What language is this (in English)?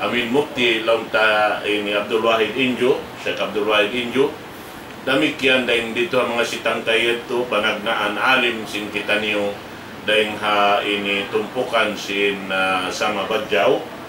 Tausug